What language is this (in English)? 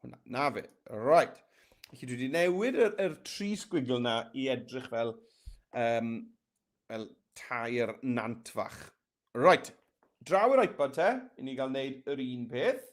Welsh